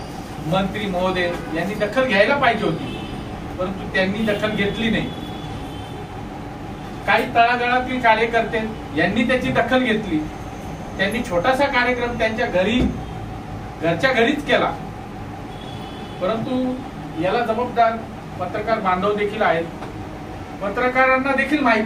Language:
Marathi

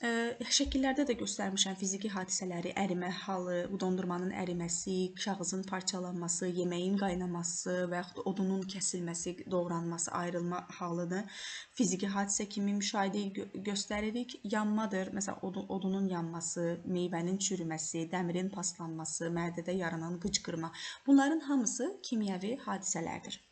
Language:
Azerbaijani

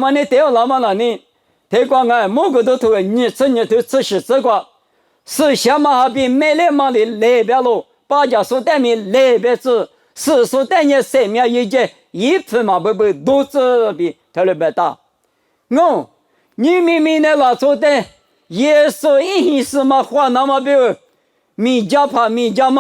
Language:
Lisu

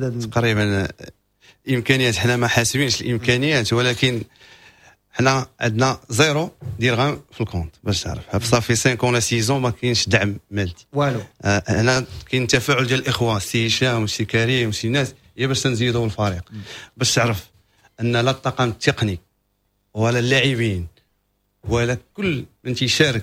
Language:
Moroccan Arabic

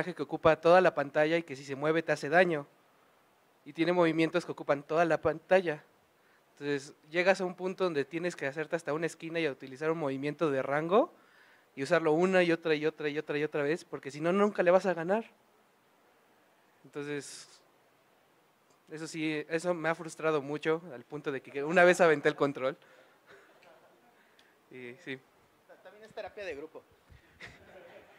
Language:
Spanish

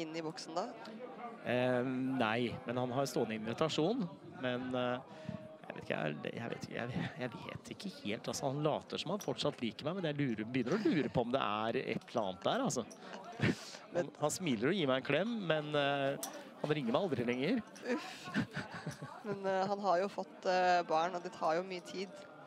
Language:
Norwegian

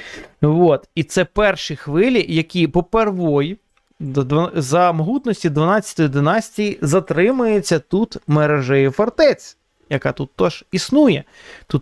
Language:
Ukrainian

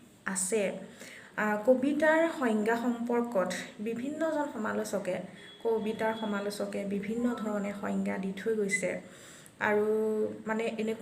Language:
Assamese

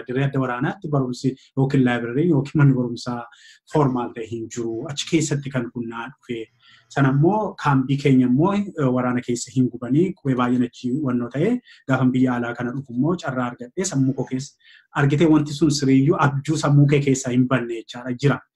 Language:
Oromo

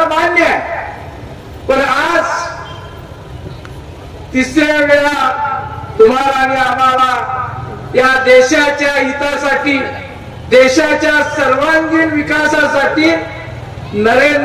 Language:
Marathi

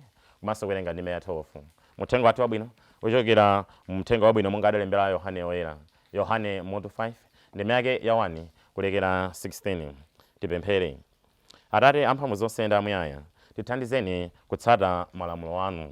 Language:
Nyanja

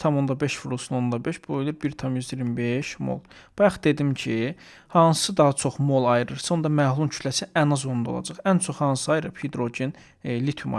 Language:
Azerbaijani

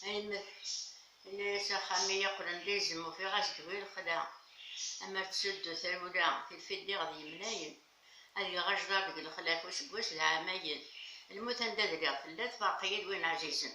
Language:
Kabyle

